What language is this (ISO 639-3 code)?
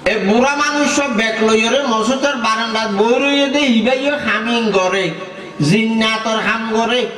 rhg